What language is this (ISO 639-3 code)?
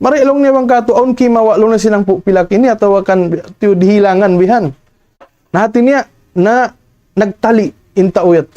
tsg